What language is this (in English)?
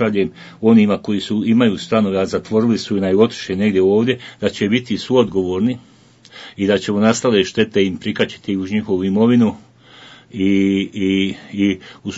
Bosnian